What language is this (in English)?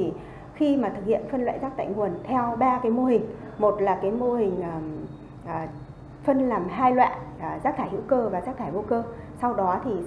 Vietnamese